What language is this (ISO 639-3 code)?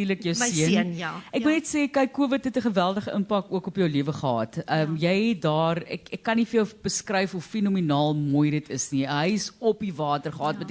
afr